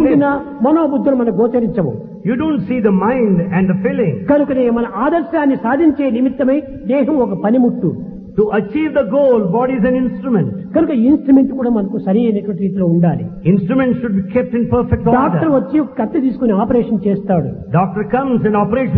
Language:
Telugu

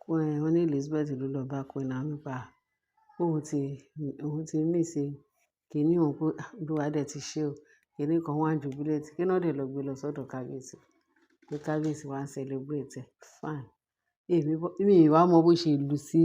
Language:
Yoruba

